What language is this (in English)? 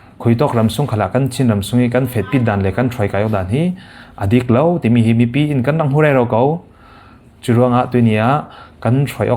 Falam Chin